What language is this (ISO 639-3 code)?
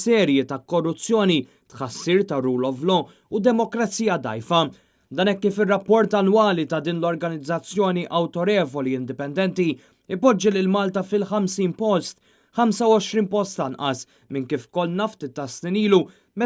mlt